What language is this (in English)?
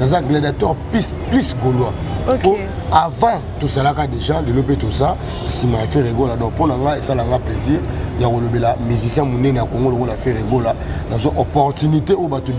Lingala